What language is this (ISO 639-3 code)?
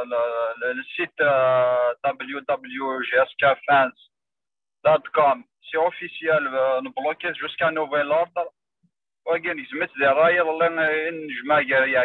kab